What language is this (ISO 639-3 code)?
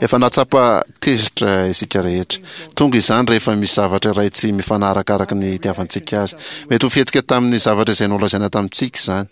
mlg